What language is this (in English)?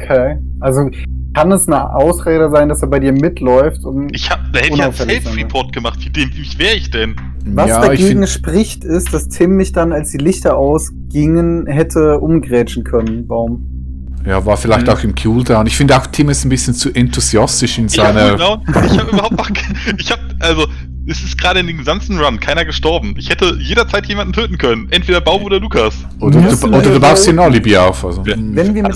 Swiss German